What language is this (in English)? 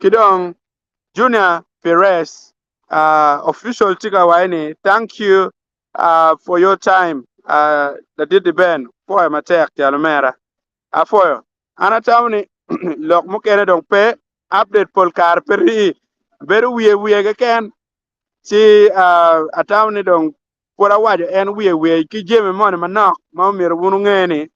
Acoli